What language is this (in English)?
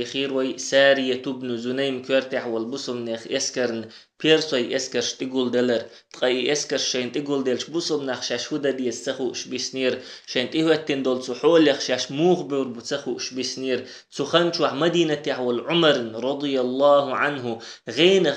Chechen